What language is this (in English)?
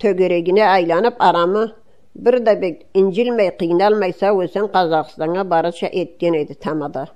Karachay-Balkar